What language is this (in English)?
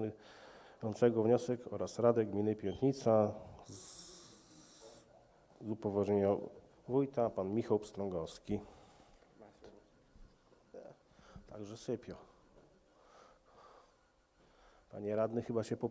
Polish